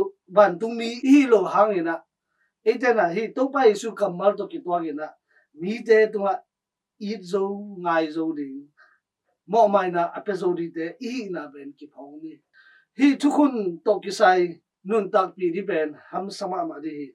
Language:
Tedim Chin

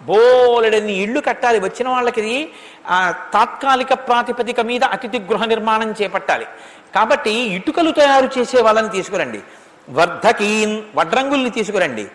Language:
Telugu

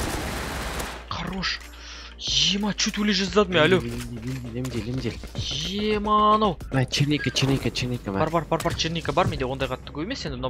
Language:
Kazakh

